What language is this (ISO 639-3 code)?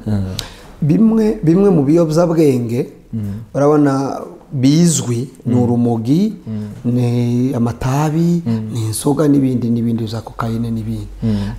kin